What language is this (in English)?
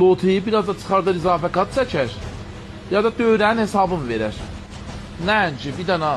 Azerbaijani